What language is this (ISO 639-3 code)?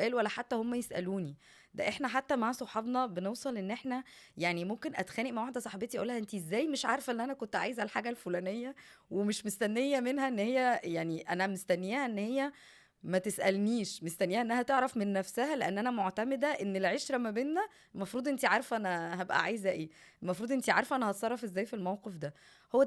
arz